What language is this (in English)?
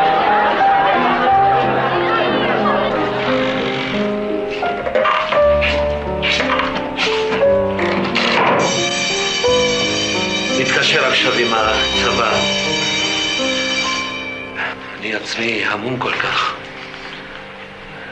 Hebrew